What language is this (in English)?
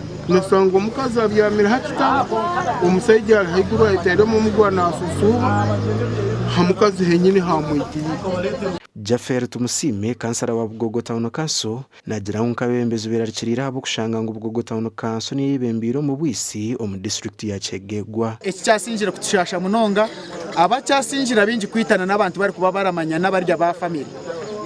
Nyankole